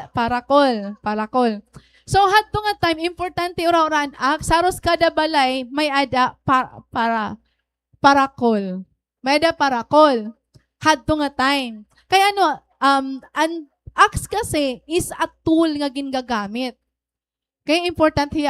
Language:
Waray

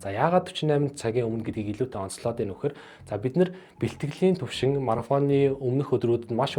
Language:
Mongolian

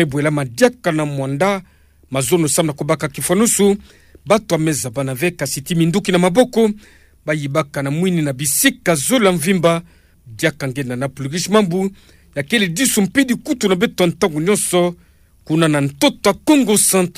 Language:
Kituba (Democratic Republic of Congo)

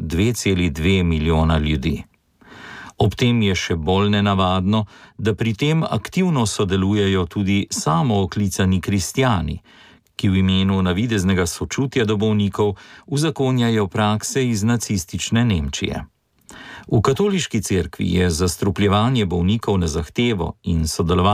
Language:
Slovenian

